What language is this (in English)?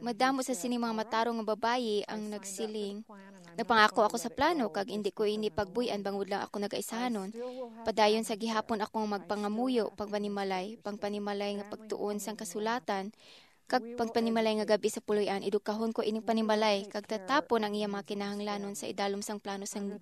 Hiligaynon